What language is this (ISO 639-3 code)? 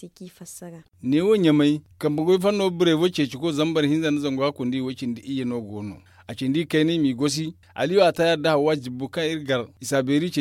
dje